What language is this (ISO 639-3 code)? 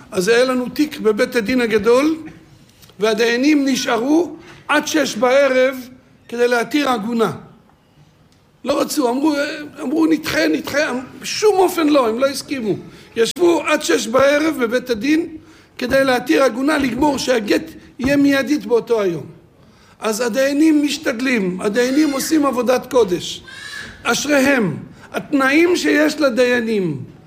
heb